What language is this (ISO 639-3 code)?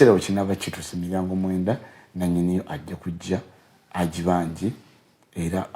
lug